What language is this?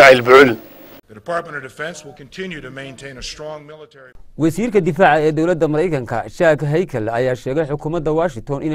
Somali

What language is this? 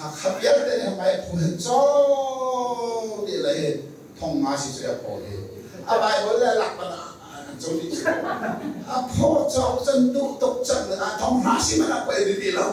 Hakha Chin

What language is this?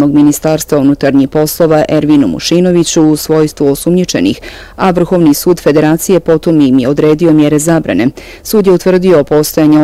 Bosnian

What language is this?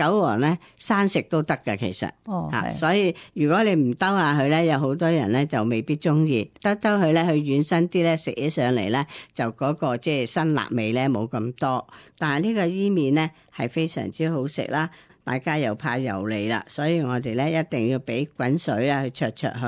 Cantonese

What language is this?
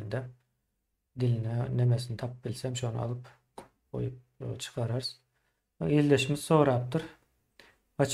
Turkmen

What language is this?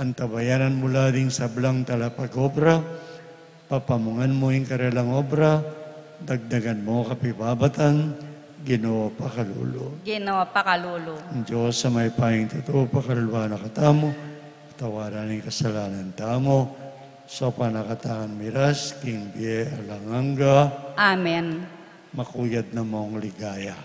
Pampanga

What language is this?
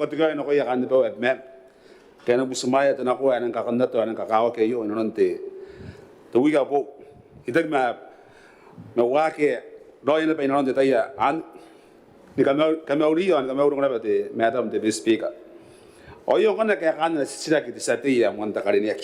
Gilbertese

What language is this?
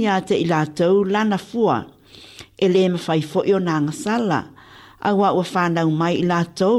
Samoan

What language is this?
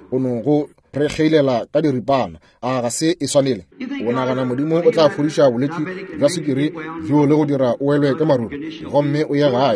Northern Sotho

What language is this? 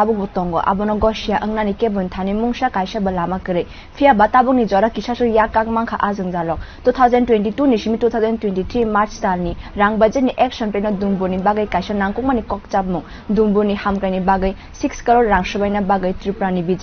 Kok Borok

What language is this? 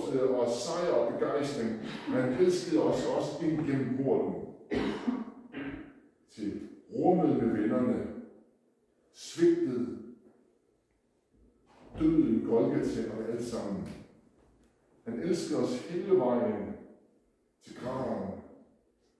Danish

